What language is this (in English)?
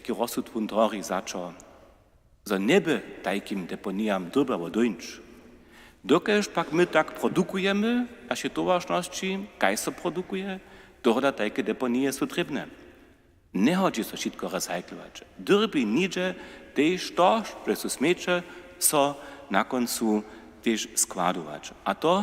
Upper Sorbian